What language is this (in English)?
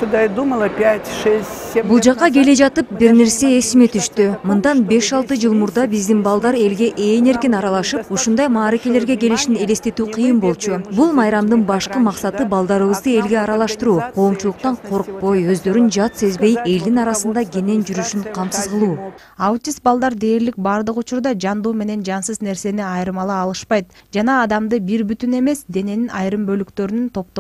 Kyrgyz